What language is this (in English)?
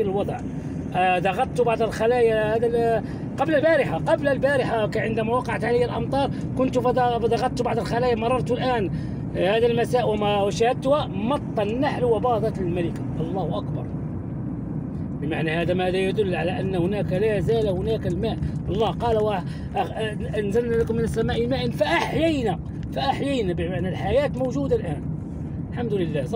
Arabic